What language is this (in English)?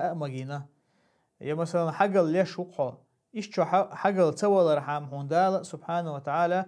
Chechen